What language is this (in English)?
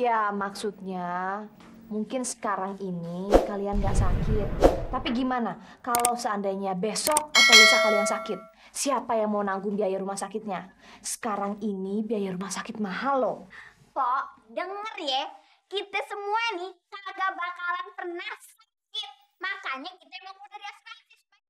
Betawi